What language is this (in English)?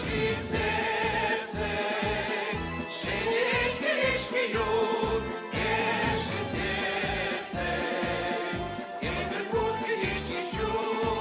Chuvash